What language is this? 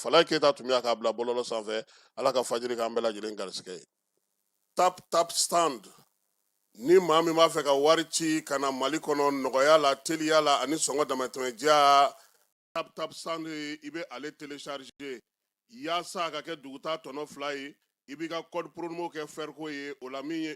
Bambara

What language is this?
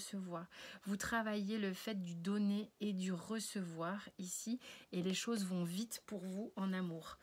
French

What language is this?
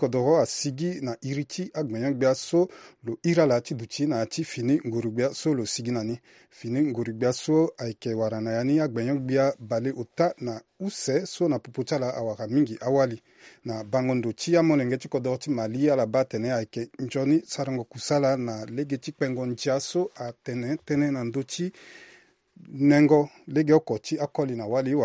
Sango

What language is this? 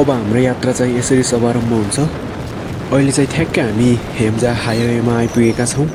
Nepali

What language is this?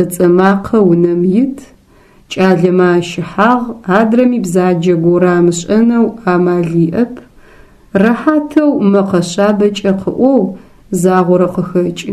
Adyghe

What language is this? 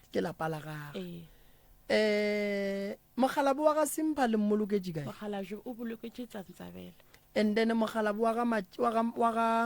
Northern Sotho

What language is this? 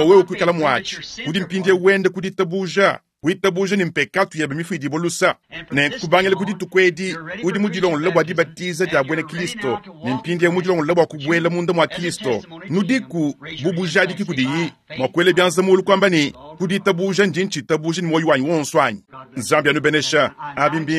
Luba-Lulua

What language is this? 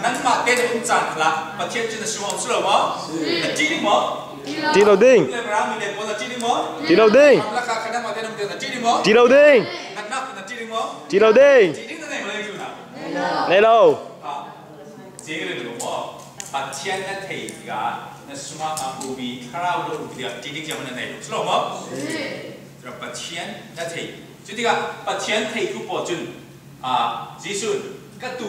Falam Chin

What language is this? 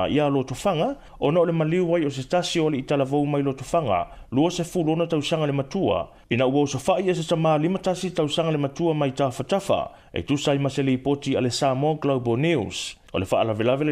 Samoan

